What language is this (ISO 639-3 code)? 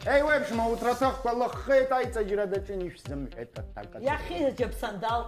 abk